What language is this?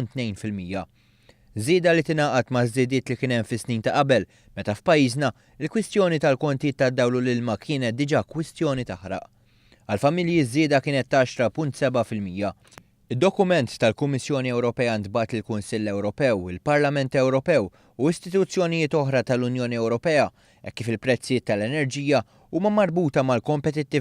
Maltese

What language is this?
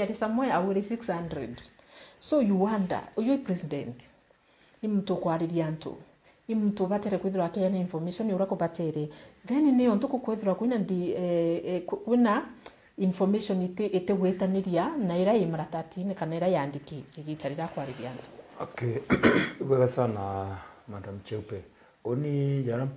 Meru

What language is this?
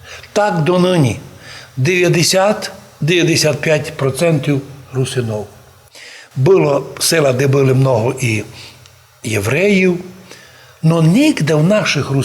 Rusyn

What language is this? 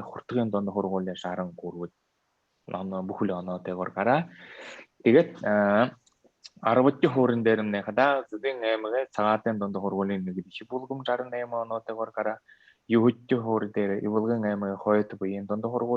Buriat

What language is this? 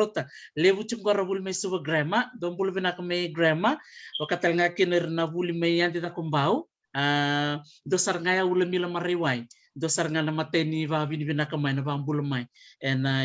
Fijian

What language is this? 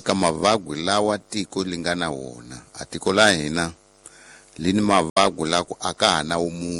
Tsonga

